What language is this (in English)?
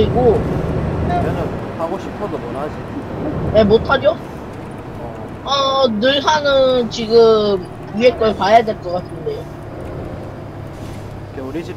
Korean